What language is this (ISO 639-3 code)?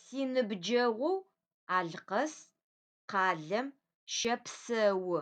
ady